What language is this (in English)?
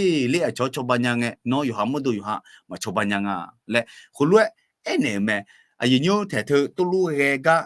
Akha